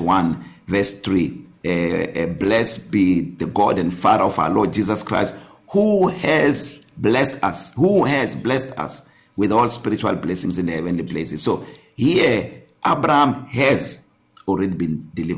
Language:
English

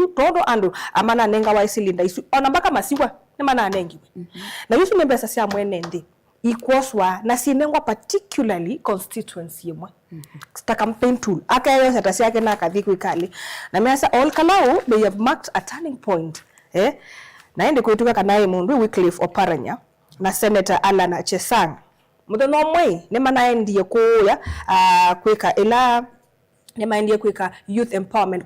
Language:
Kamba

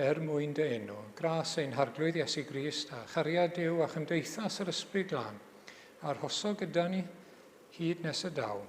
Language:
Welsh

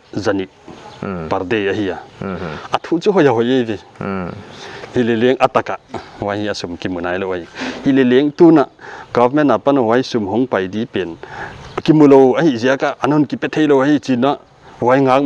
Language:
Paite Chin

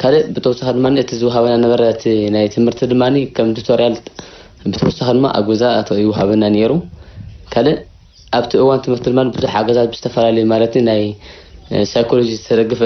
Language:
Tigrinya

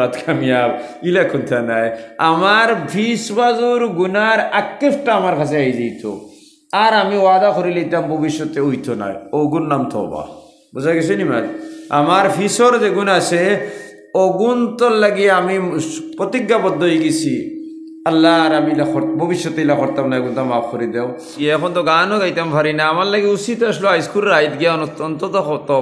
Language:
Sylheti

